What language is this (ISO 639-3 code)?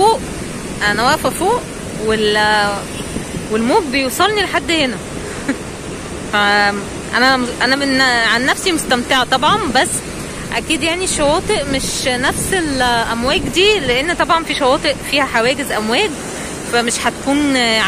arz